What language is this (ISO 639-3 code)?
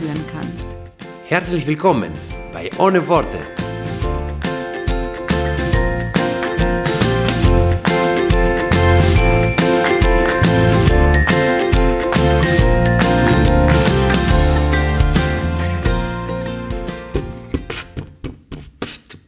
deu